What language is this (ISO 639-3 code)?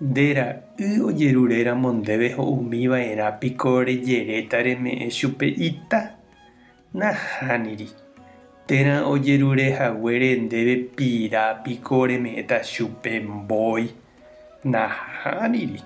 grn